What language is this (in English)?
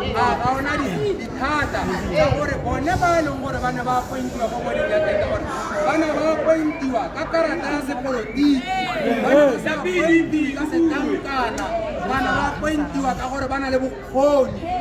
Tswana